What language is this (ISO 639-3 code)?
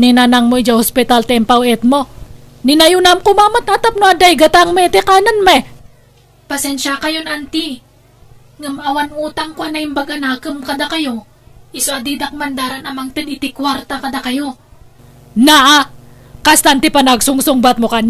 ilo